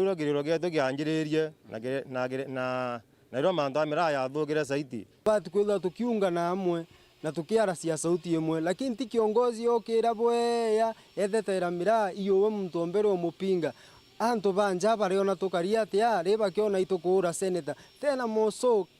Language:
Meru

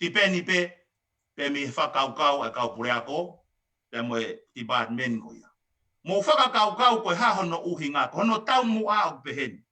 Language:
Tongan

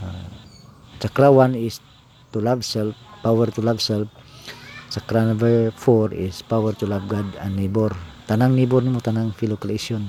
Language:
Cebuano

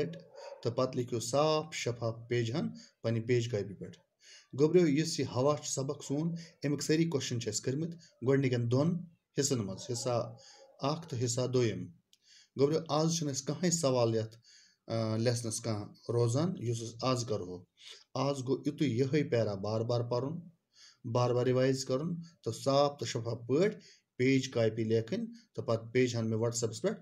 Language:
Kashmiri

